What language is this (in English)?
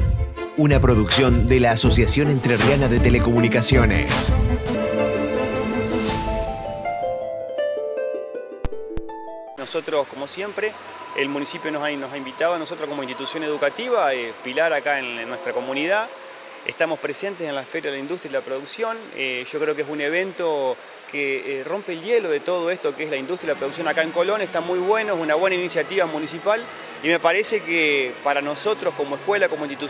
Spanish